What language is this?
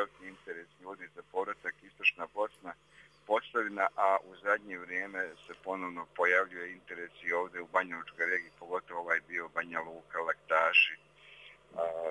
Bosnian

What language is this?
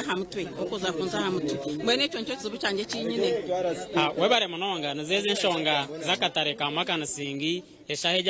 Nyankole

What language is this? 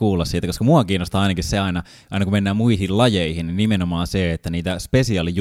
Finnish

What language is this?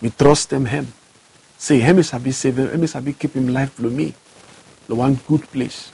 Bislama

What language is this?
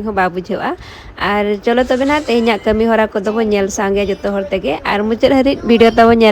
Santali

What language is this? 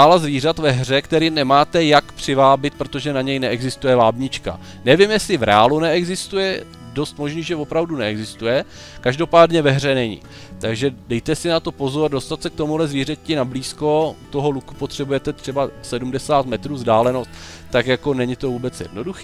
Czech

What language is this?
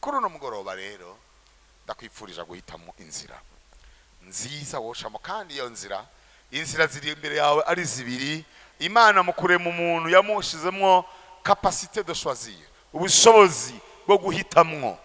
Rundi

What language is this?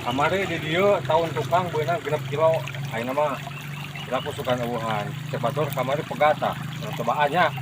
Sundanese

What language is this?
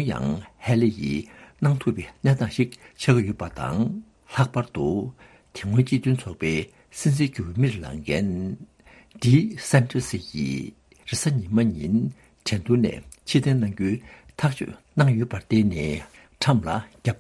Tibetan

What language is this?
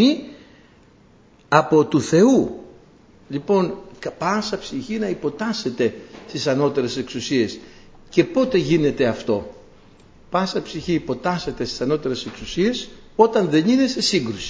Greek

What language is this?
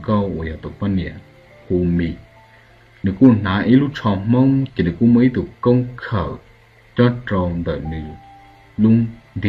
Hmong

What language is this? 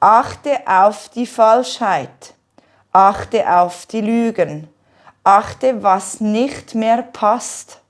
Swiss German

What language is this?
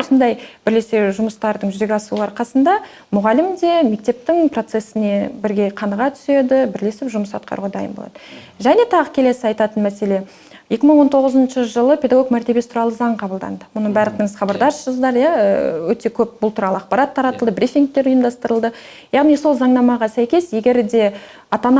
Kazakh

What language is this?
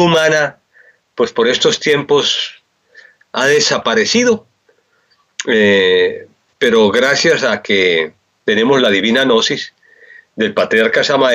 Spanish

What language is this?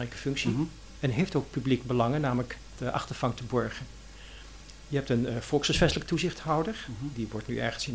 Dutch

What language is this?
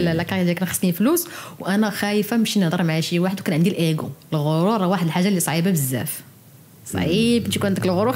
Moroccan Arabic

